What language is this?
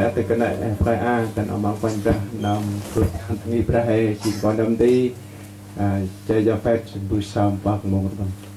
Central Mnong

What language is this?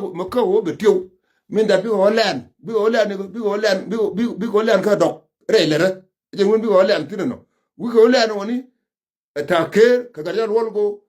Nuer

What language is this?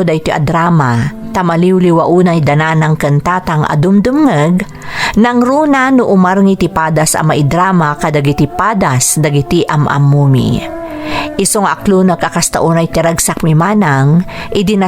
Iloko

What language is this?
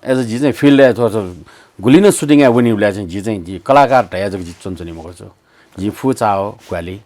Newari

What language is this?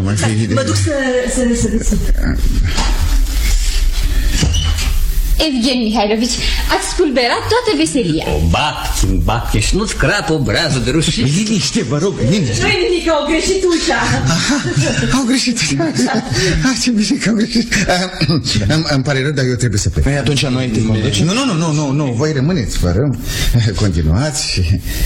Romanian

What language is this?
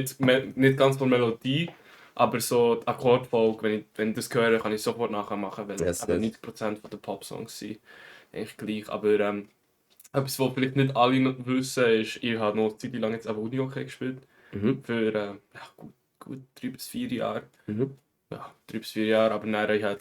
Swiss German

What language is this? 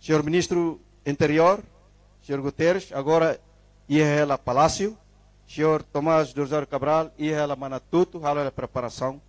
Tetum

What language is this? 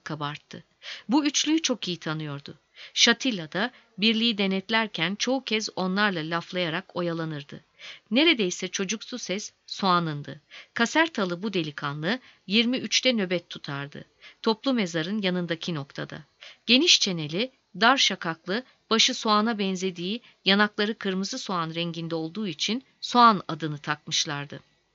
Turkish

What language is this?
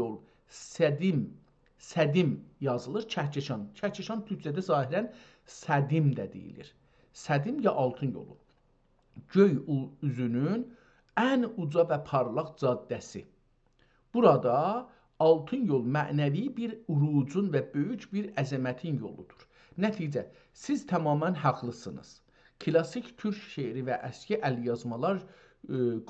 South Azerbaijani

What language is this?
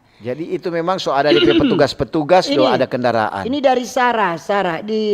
Manado Malay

